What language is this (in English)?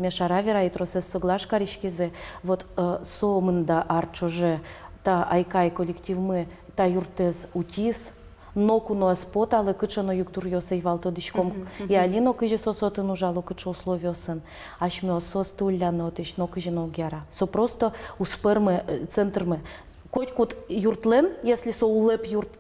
Udmurt